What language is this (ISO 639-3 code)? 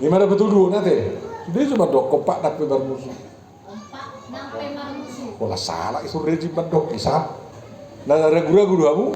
bbc